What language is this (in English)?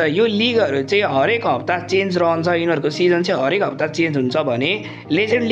Nepali